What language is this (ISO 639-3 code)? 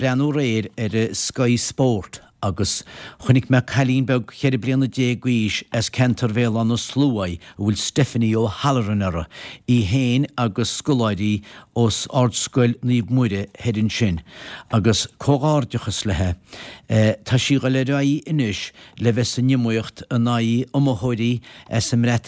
gle